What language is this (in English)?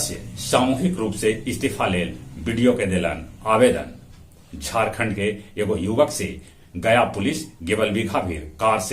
Magahi